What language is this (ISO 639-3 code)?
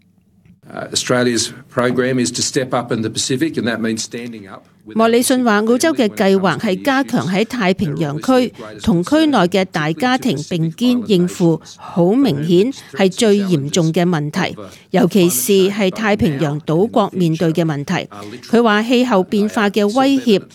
yue